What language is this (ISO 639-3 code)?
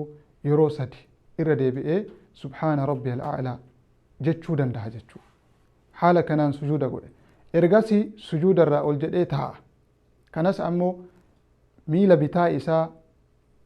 orm